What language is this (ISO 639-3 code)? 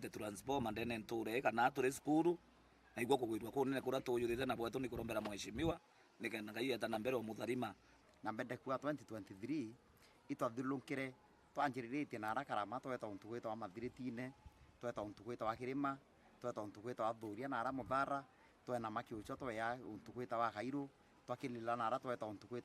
mer